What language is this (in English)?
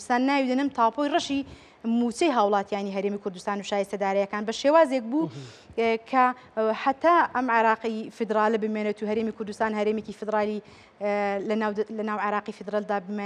Central Kurdish